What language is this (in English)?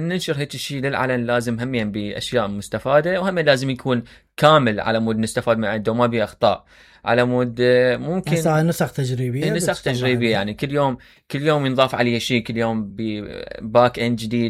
Mesopotamian Arabic